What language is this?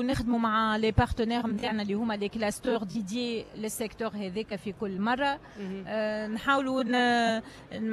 Tunisian Arabic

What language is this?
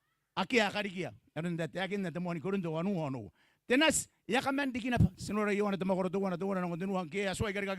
Gilbertese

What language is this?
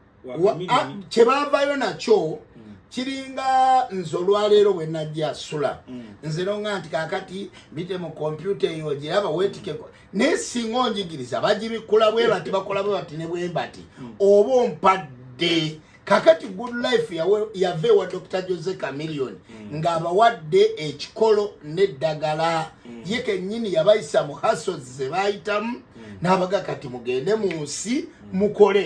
Ganda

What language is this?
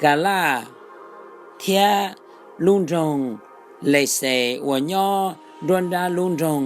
Hmong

